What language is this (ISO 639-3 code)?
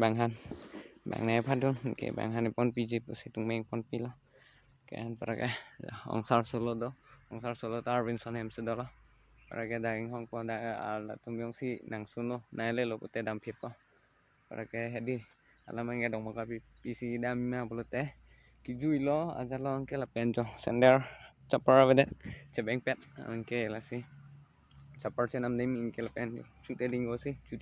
mjw